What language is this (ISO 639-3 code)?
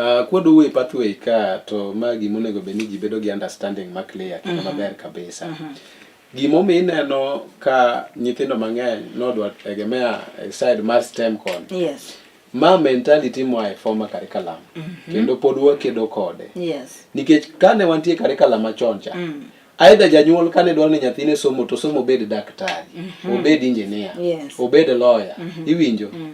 luo